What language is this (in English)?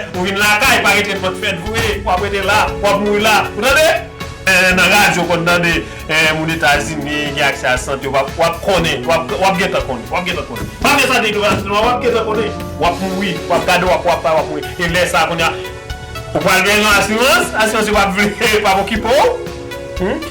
Haitian Creole